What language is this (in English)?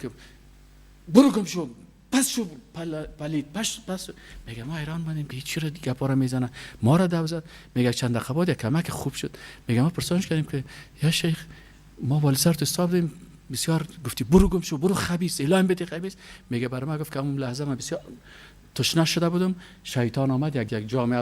Persian